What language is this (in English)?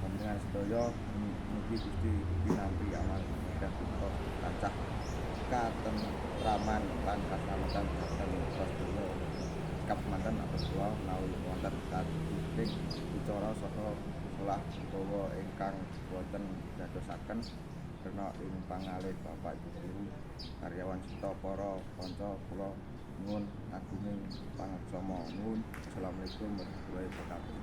Javanese